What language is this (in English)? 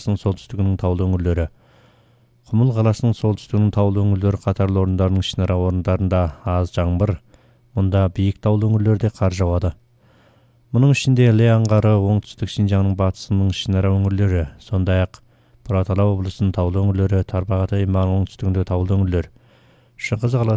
Kazakh